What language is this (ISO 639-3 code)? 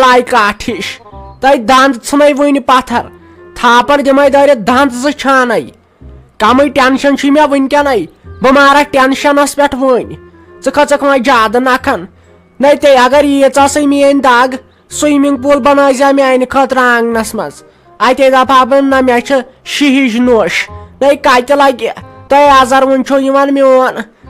kas